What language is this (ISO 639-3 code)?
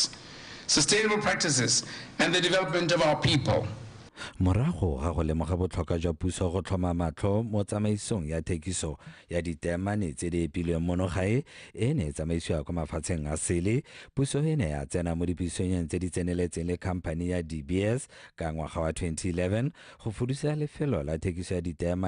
tsn